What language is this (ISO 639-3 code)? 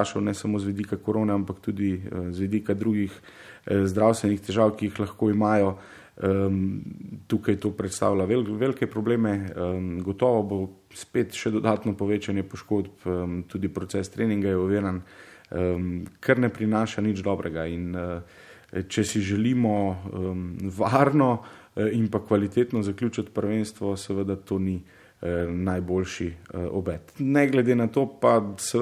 slv